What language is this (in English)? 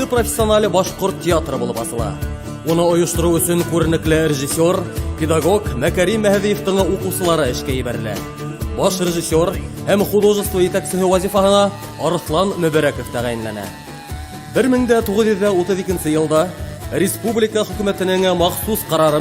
Bashkir